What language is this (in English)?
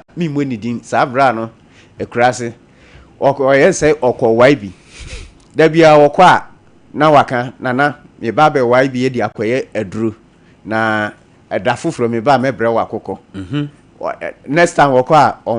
Akan